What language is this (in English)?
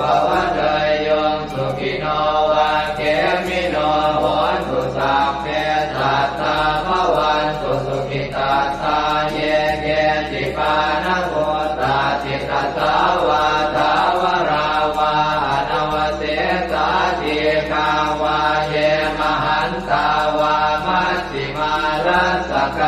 Pali